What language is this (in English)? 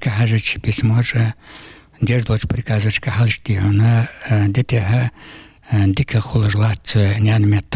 Ingush